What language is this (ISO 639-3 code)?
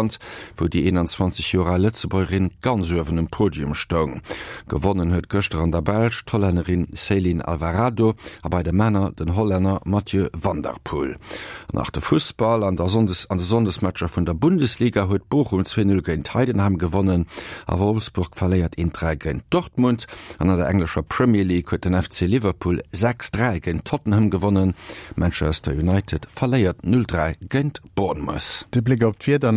ltz